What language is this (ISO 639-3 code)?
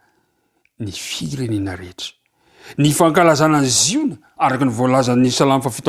mlg